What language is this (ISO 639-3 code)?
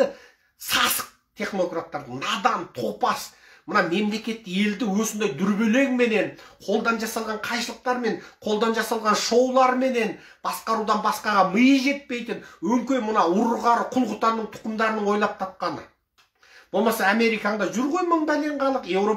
kaz